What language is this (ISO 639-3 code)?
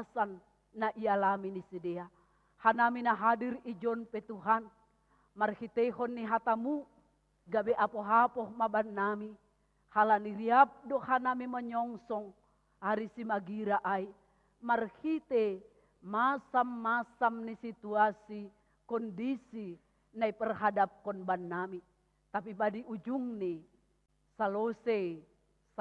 bts